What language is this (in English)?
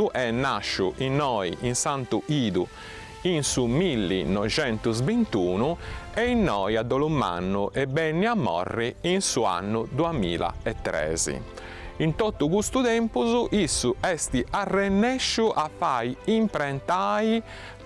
Sardinian